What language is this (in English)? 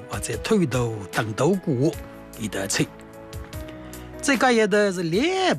Chinese